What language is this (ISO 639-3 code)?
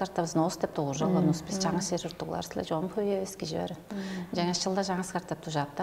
tyv